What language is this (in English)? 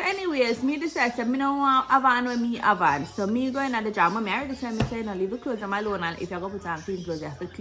Jamaican Creole English